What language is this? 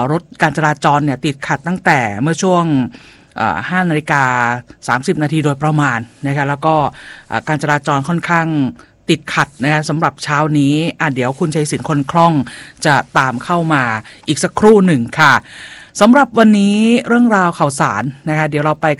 Thai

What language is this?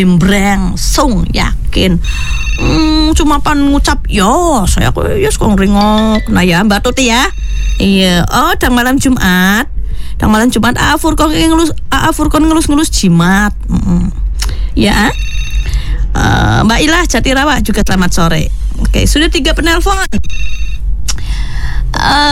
Indonesian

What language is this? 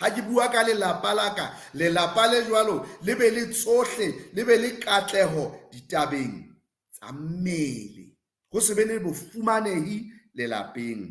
Southern Sotho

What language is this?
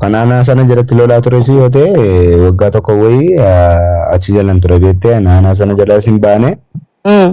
Oromo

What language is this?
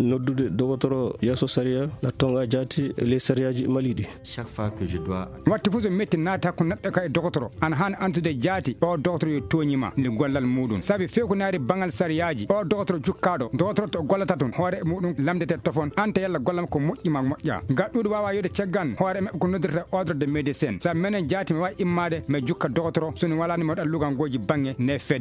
Fula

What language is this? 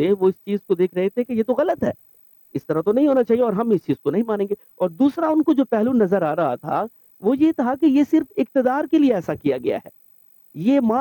Urdu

